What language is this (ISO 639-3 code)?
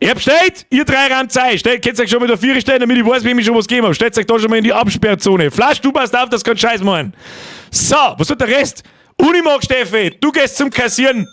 bar